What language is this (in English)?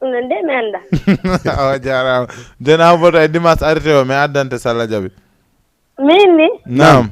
Fula